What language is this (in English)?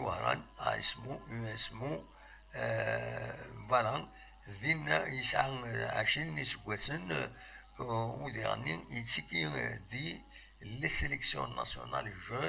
Kabyle